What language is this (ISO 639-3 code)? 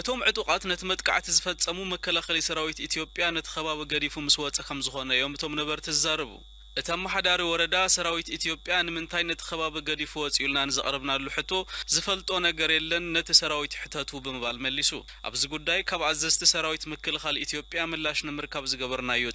tir